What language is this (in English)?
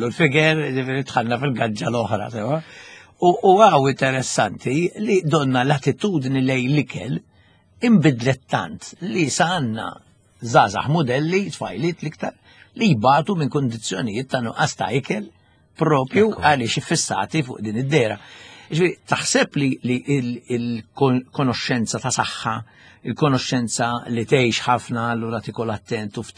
Maltese